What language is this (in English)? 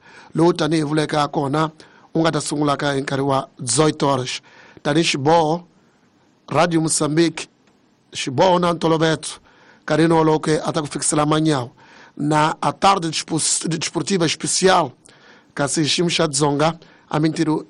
Tsonga